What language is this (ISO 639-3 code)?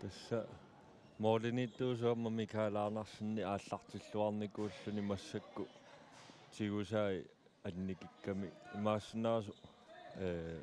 kal